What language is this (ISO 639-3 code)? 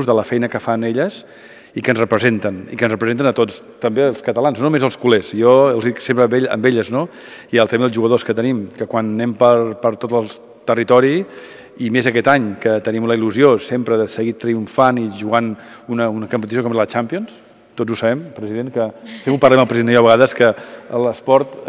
cat